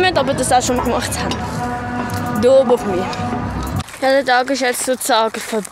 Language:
Swiss German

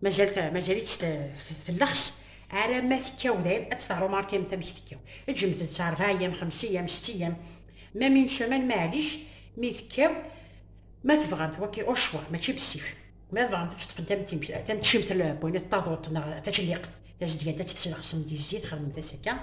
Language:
Kabyle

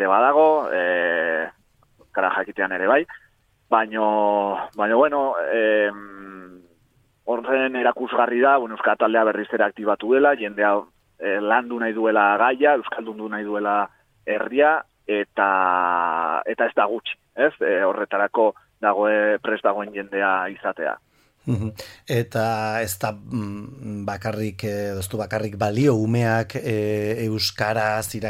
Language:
Basque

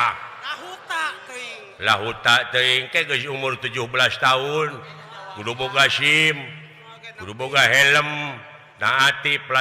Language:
Sundanese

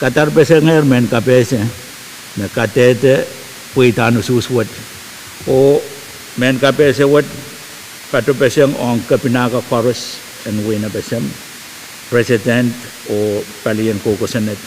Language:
Pohnpeian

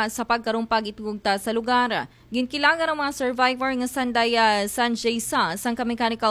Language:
Aklanon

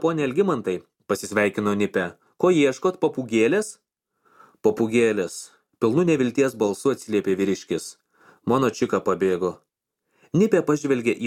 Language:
Lithuanian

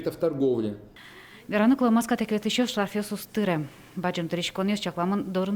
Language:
Udmurt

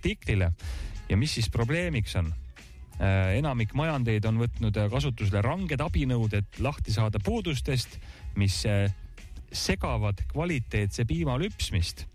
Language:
Estonian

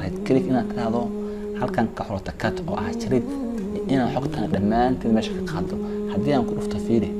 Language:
Somali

